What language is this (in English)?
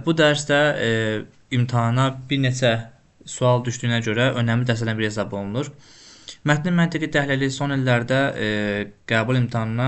Azerbaijani